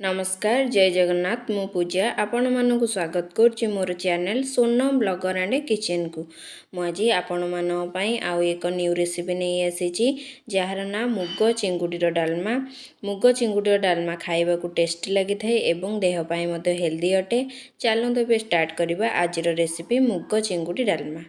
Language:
Odia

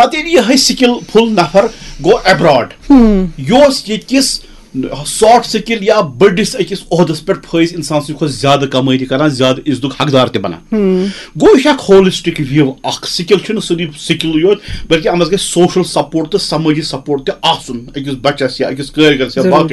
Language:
Kashmiri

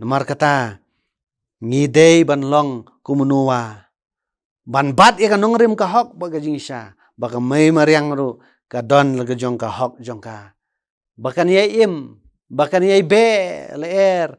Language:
Khasi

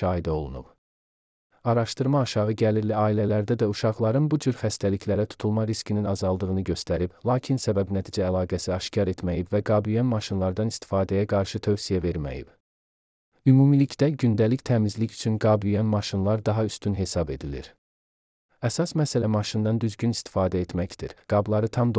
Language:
Azerbaijani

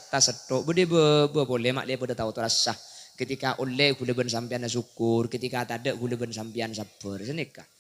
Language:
Madurese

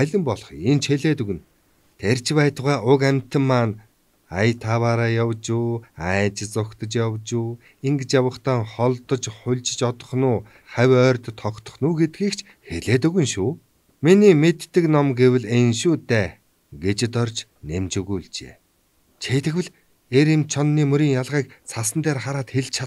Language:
Mongolian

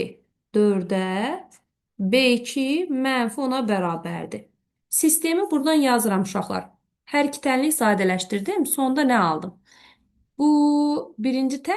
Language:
Azerbaijani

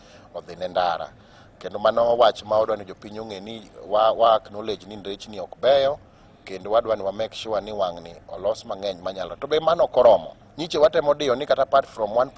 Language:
Luo (Kenya and Tanzania)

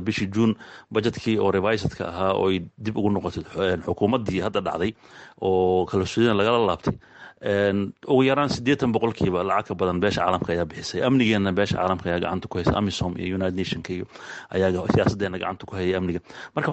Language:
Somali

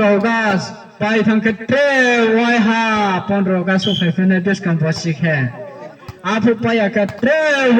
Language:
Riang (India)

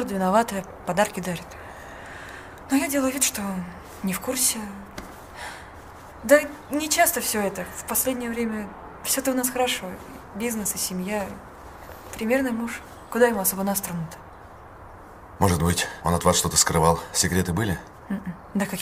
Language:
Russian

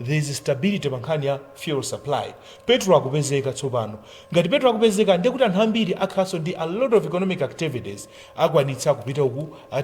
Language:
Nyanja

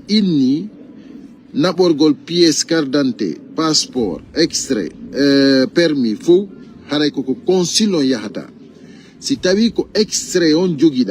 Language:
Pular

